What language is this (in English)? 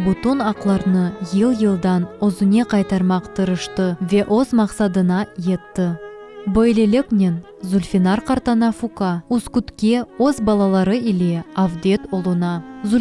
Crimean Tatar